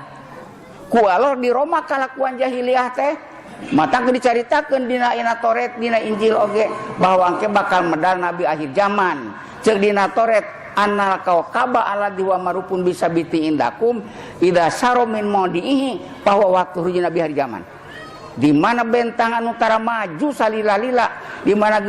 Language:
Sundanese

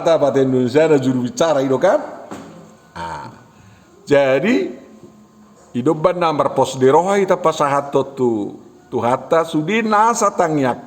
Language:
Batak Toba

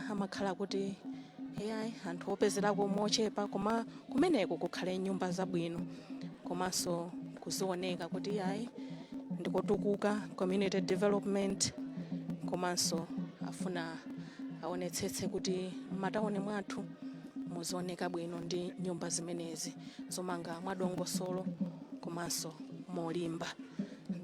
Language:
Nyanja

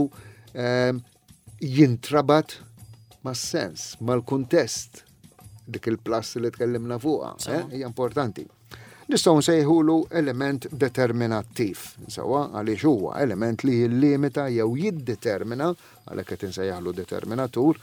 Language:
Maltese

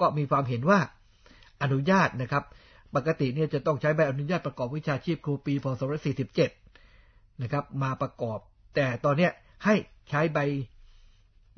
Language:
Thai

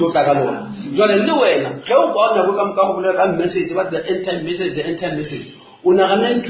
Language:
Northern Sotho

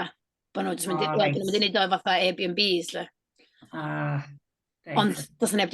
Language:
Welsh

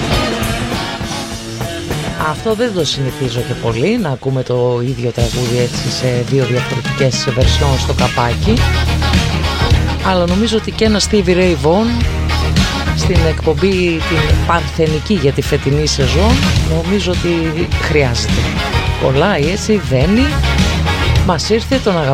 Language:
Greek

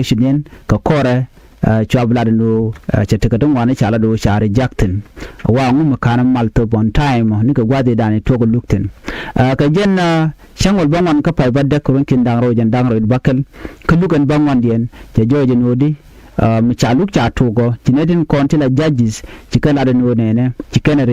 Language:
Nuer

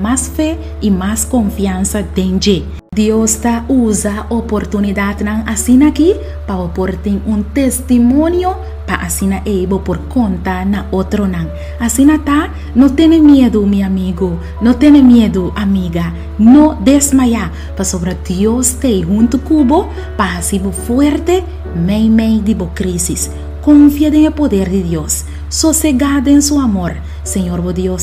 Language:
Papiamento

